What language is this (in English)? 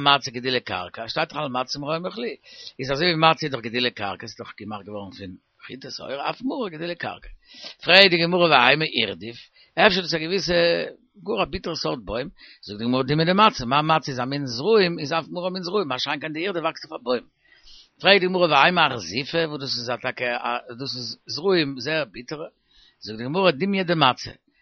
Yiddish